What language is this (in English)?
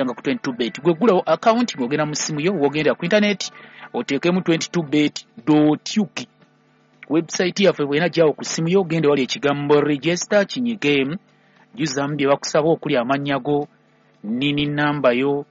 Ganda